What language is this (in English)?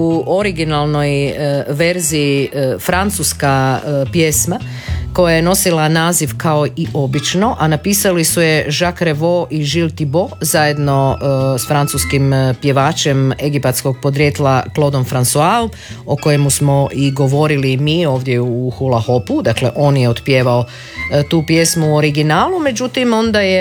Croatian